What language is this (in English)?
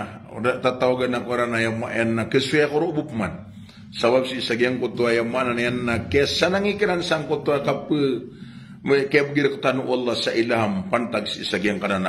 Maranao